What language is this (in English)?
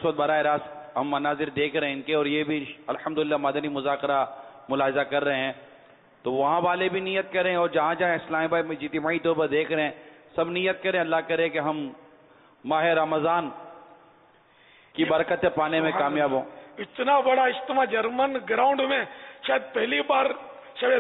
Urdu